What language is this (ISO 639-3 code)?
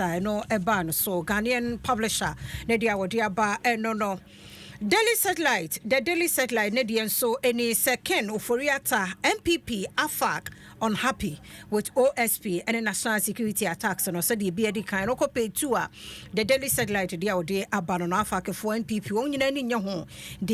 aka